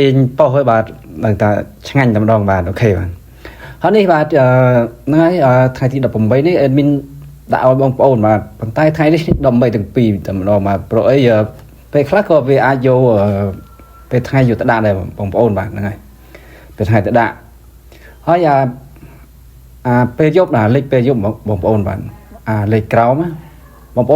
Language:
Khmer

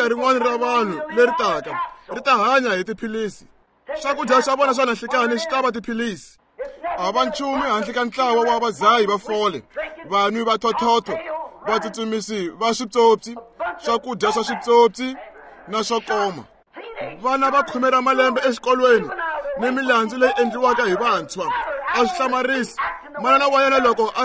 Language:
Tsonga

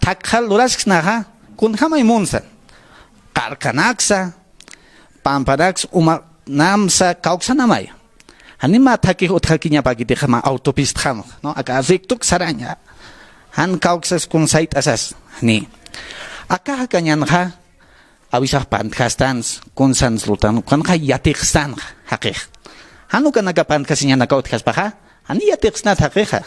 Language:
Aymara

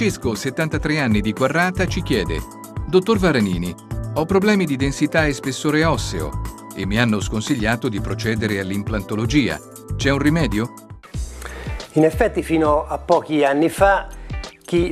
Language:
Italian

